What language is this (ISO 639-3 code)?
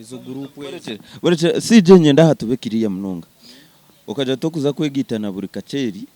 nyn